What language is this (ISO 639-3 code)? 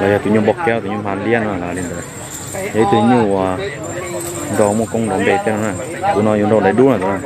hmn